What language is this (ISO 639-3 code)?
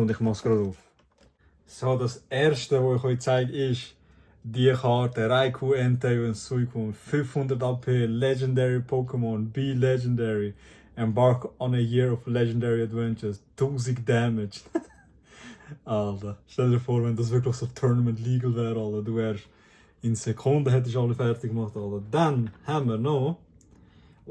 gsw